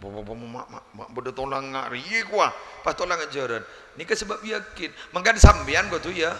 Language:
Madurese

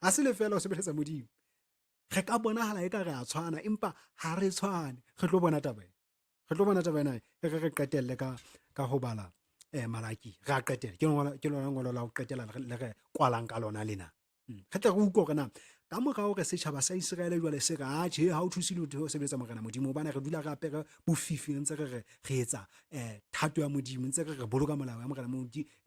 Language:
Southern Sotho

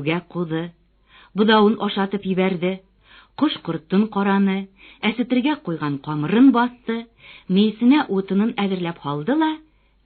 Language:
Bashkir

